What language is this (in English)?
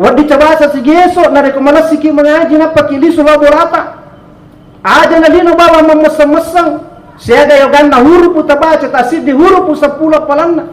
Buginese